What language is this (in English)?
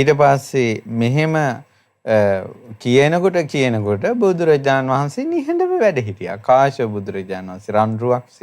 Sinhala